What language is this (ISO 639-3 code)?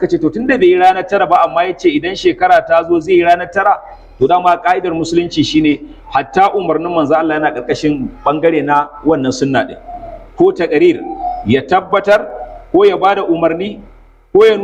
hau